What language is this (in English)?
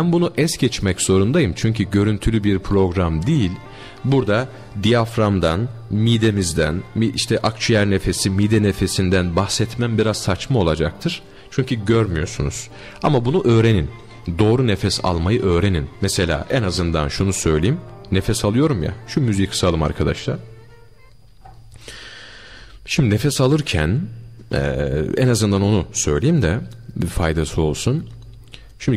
Turkish